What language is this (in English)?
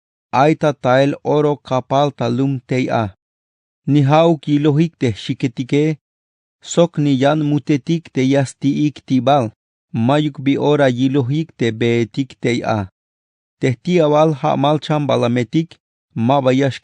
Tzeltal